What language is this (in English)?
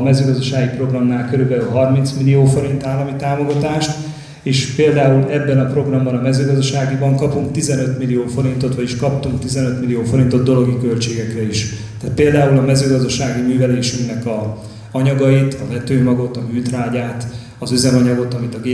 Hungarian